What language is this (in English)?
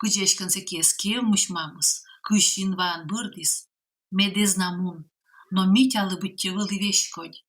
Komi